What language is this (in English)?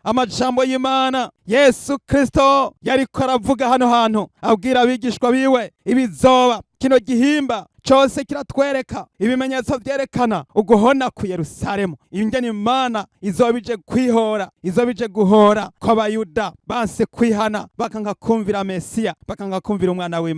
Rundi